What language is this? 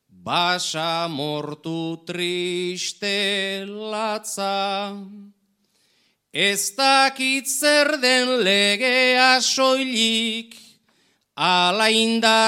Basque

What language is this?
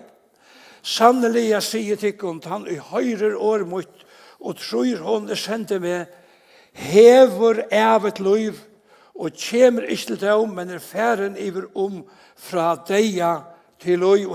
Faroese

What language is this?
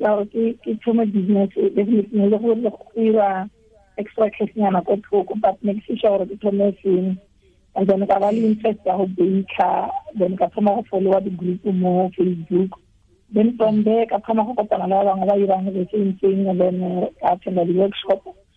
Tswana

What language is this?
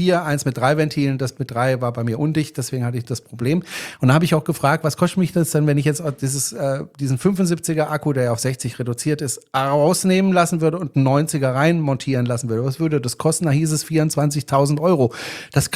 German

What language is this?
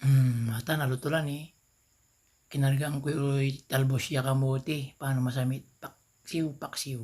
Pangasinan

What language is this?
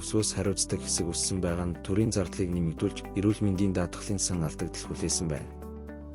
Mongolian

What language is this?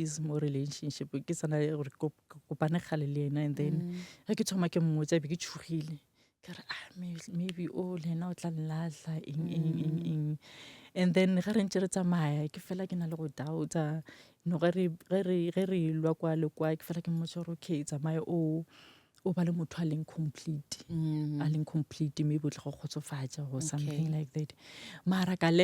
Northern Sotho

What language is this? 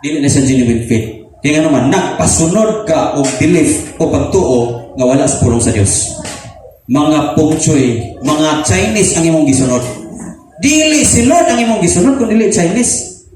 Cebuano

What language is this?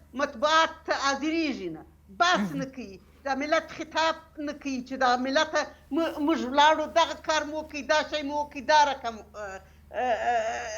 Pashto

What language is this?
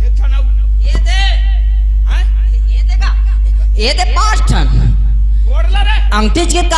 Chhattisgarhi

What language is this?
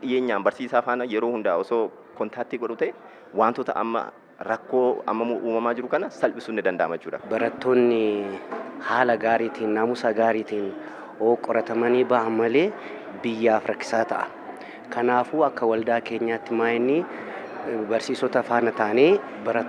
Oromo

